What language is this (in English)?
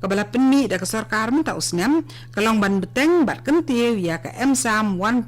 Khasi